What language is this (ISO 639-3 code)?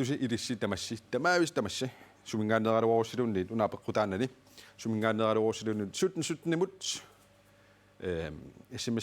kal